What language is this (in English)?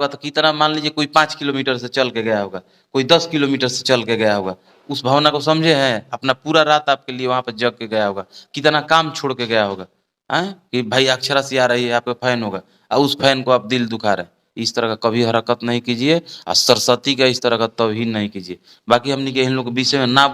Bhojpuri